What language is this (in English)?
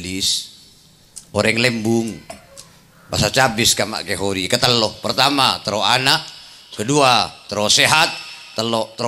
Madurese